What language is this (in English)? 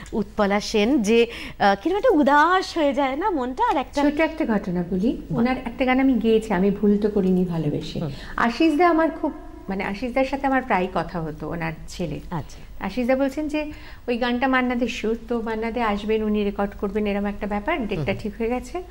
Bangla